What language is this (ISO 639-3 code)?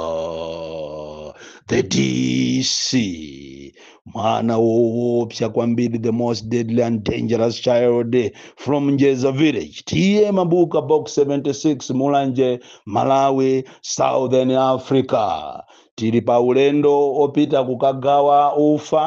nya